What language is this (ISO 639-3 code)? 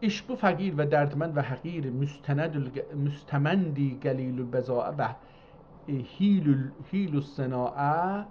azb